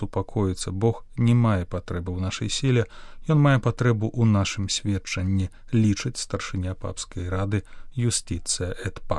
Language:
Belarusian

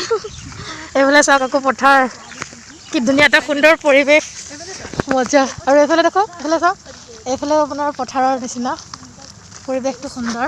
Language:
Assamese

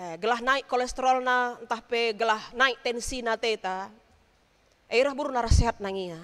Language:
Batak Karo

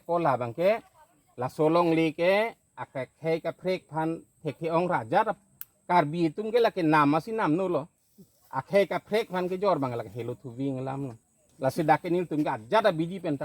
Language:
Karbi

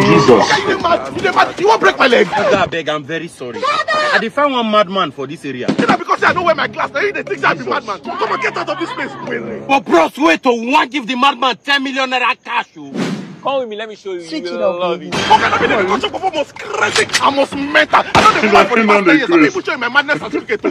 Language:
Nigerian Pidgin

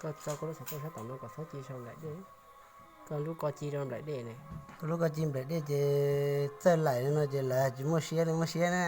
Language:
Hmong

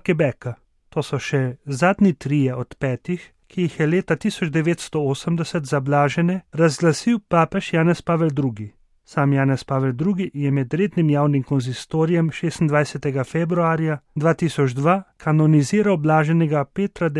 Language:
Slovenian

